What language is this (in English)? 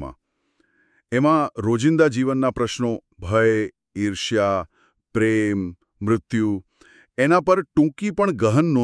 Gujarati